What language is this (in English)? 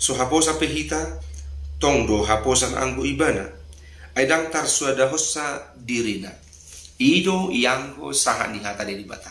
Batak Toba